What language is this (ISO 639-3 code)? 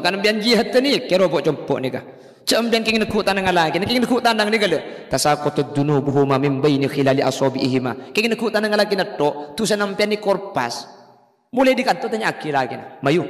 mad